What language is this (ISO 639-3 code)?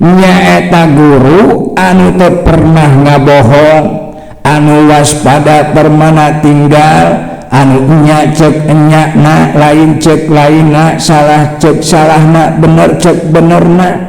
sun